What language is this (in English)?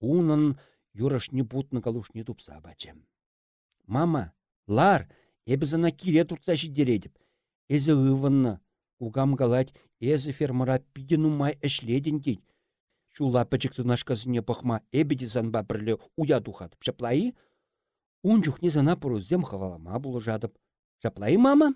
Chuvash